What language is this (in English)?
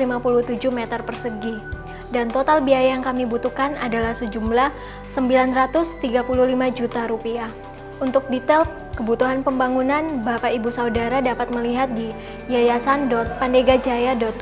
Indonesian